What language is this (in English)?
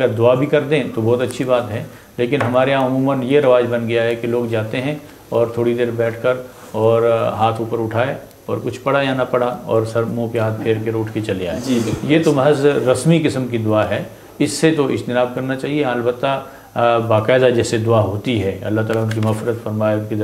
Urdu